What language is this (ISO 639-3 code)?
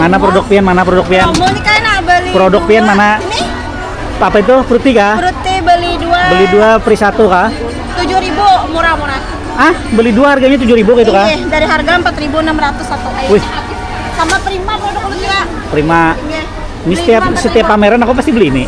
bjn